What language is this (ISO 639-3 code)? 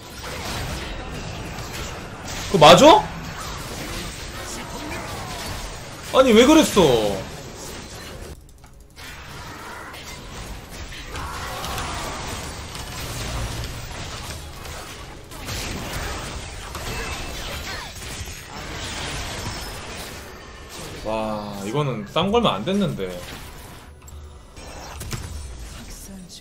kor